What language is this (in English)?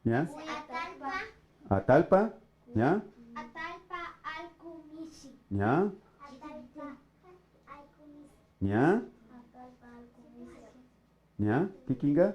Imbabura Highland Quichua